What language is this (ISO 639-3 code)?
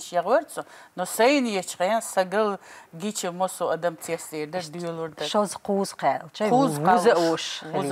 che